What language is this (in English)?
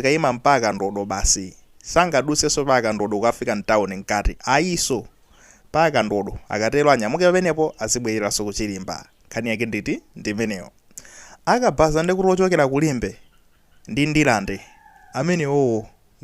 Nyanja